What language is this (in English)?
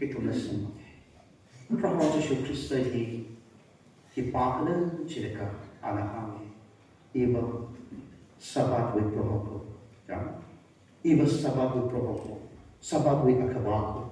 Tangkhul Naga (India)